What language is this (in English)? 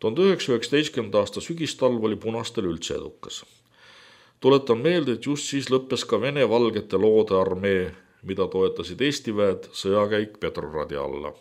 Estonian